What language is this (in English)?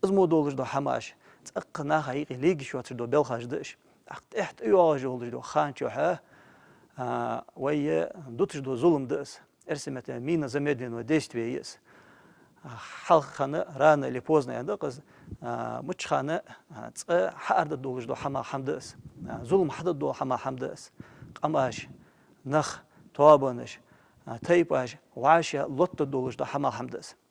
Ingush